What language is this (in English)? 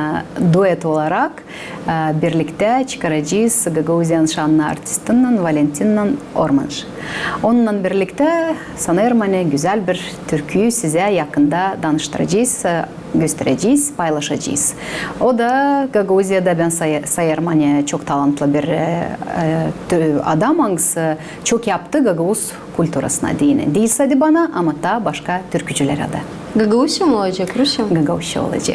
Gagauz